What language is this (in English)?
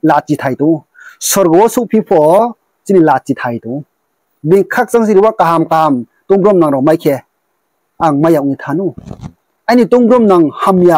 Riang (India)